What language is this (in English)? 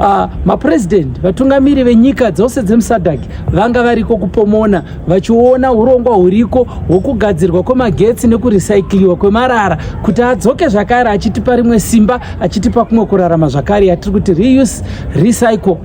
Shona